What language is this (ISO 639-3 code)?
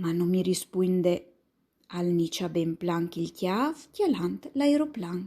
fur